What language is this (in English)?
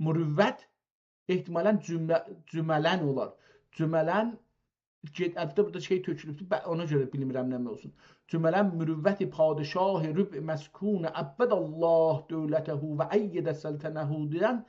South Azerbaijani